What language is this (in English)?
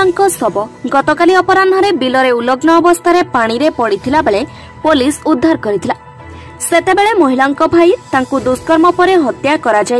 Odia